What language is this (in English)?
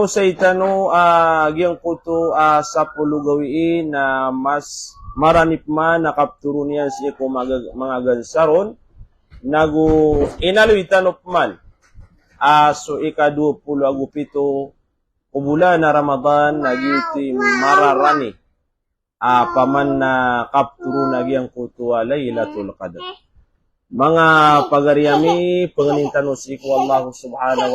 Maranao